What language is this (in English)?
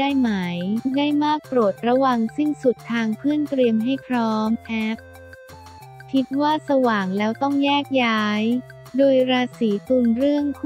Thai